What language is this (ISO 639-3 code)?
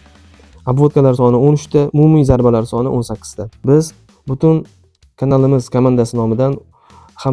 uzb